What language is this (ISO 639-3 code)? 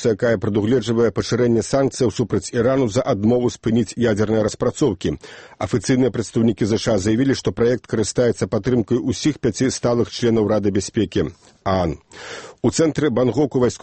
bel